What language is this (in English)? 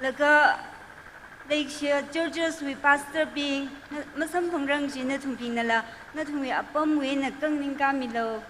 Tangkhul Naga (India)